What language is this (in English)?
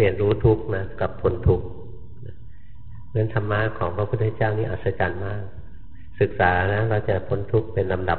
Thai